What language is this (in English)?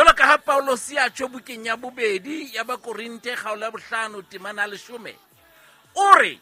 Southern Sotho